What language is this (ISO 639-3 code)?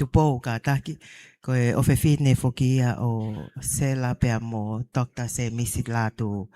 ton